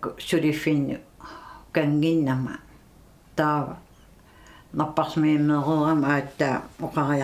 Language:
Kalaallisut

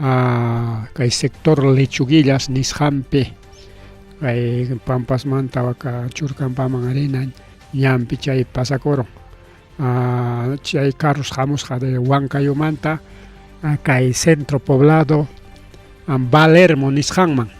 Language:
Ayacucho Quechua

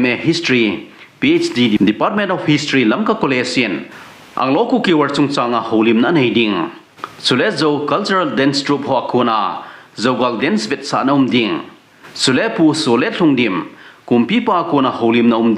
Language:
Thado Chin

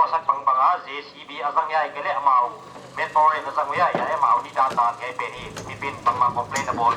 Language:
Paite Chin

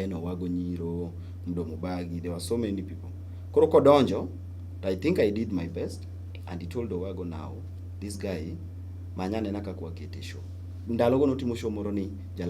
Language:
Luo (Kenya and Tanzania)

